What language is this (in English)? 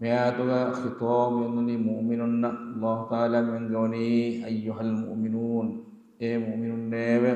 Divehi